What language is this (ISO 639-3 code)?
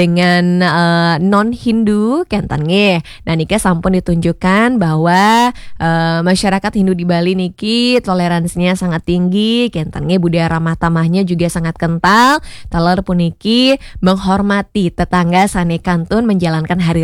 ban